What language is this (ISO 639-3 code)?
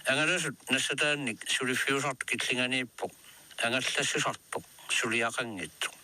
kal